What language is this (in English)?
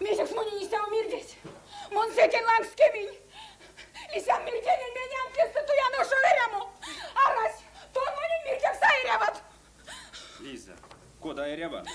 Erzya